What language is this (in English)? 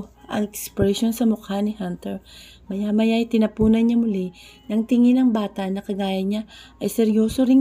Filipino